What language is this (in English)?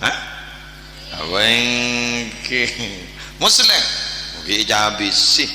Madurese